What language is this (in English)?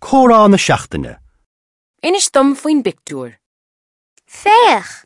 Irish